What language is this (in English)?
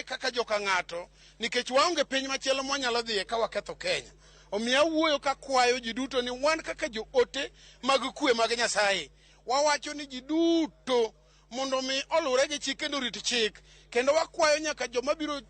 Luo (Kenya and Tanzania)